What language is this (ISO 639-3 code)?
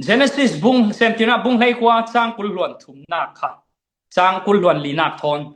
cfm